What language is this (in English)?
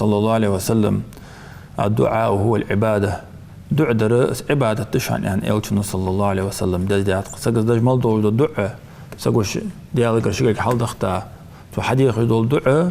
Ingush